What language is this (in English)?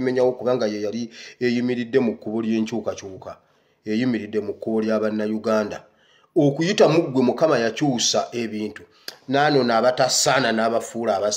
Ganda